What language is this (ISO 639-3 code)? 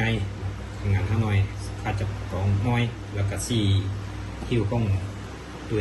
lao